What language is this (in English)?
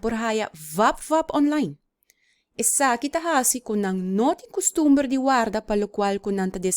Papiamento